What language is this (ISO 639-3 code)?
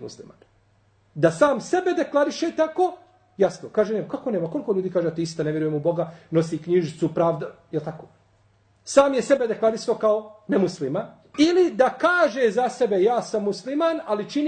bos